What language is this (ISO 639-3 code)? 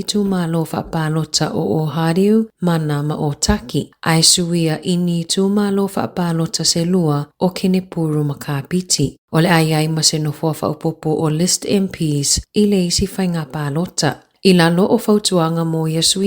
smo